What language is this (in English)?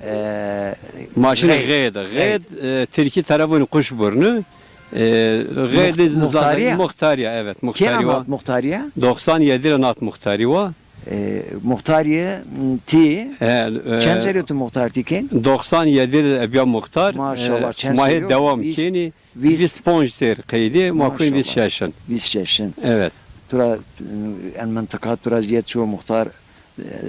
Zaza